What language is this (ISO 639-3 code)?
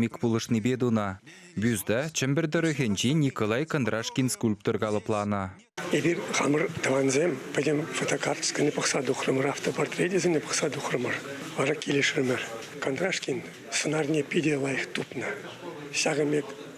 chv